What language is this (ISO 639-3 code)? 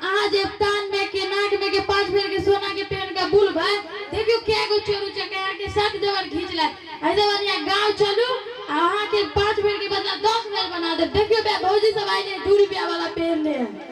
mai